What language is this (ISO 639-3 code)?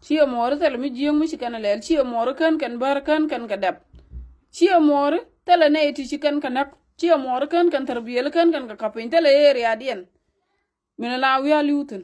nus